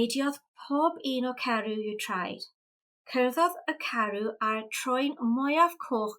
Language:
Welsh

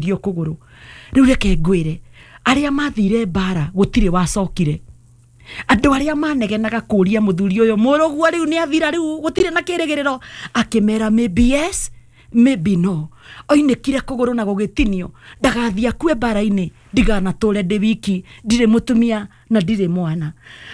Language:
Kikuyu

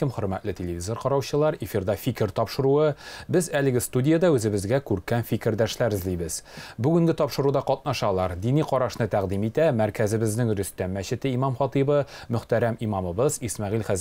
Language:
Tatar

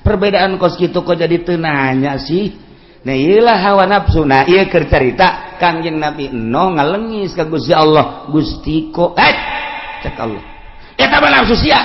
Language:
Sundanese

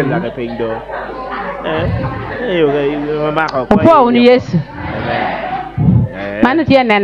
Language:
Acoli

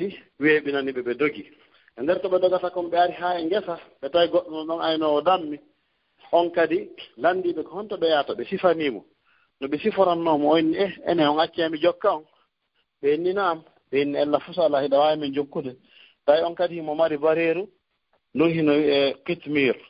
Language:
Fula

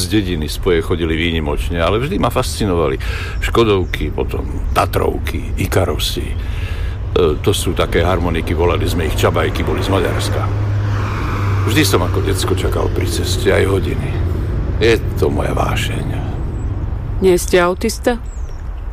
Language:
Slovak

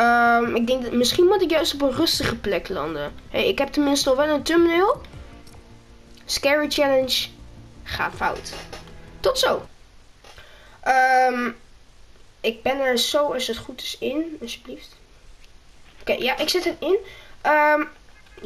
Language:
Dutch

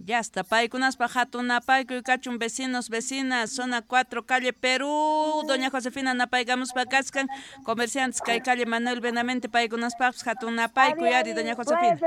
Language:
Quechua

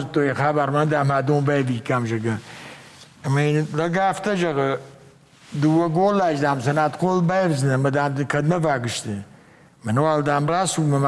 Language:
Ossetic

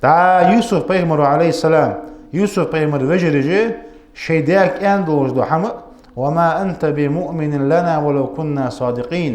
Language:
Ingush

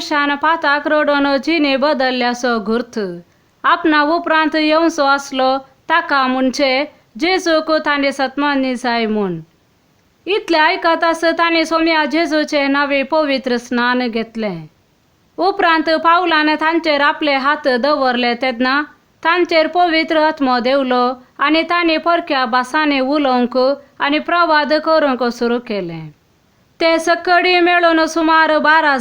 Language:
Konkani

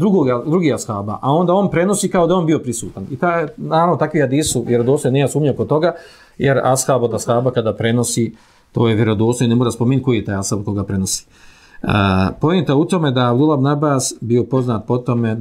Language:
Bosnian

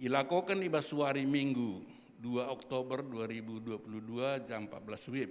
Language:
Batak Karo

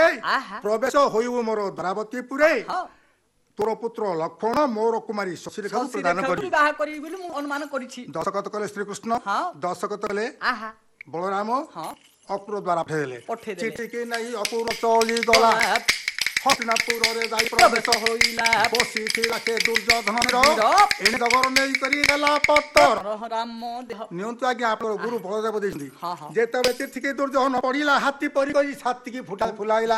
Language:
Odia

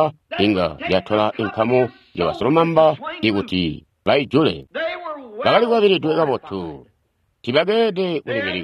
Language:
Tonga (Zambia)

